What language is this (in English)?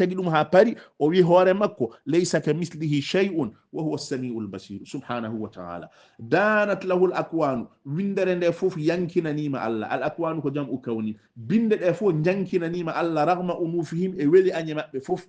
Fula